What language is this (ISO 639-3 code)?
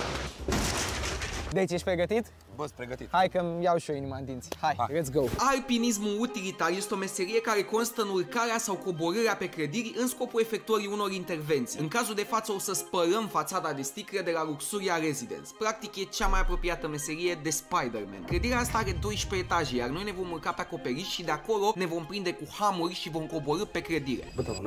ron